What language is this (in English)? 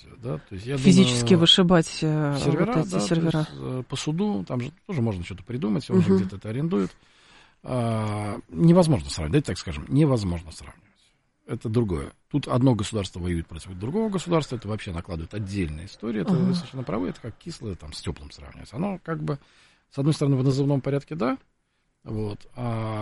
Russian